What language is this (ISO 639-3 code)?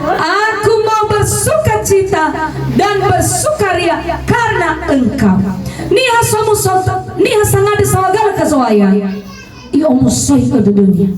nia